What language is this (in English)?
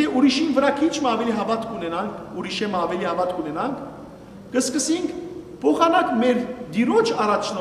Western Armenian